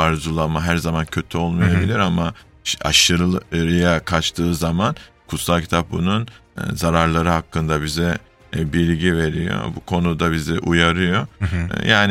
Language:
Turkish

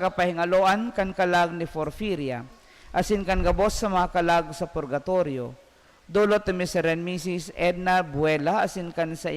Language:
Bikol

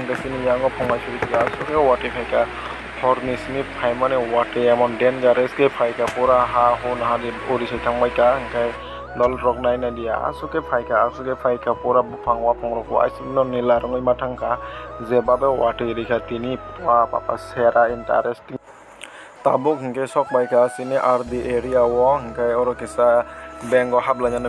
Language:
Kok Borok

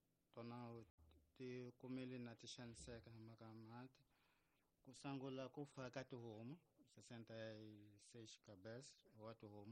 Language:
Tsonga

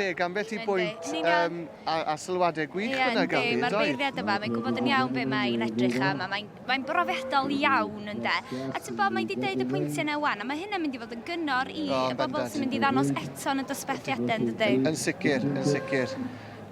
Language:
Welsh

